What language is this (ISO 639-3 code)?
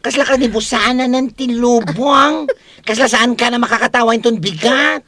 ilo